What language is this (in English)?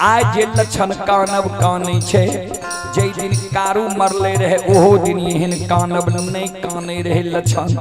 Maithili